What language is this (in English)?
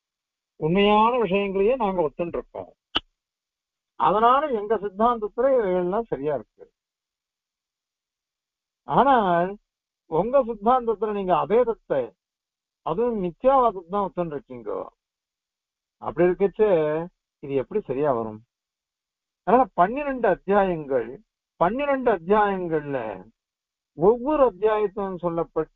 Tamil